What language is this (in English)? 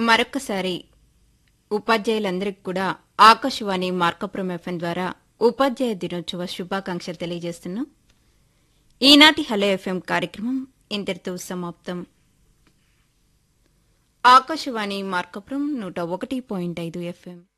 Telugu